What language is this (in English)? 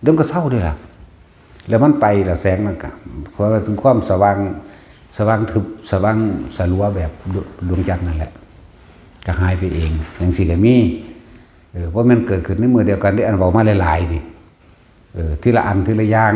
Northeastern Thai